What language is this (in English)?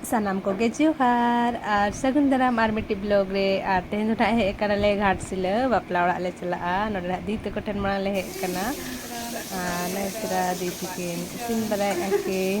Santali